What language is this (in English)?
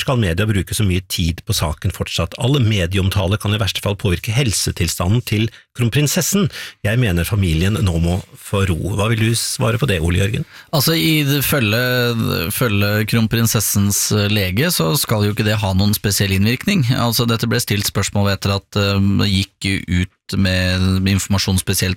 Norwegian